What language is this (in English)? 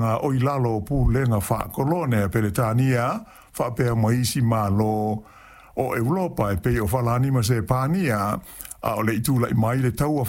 Samoan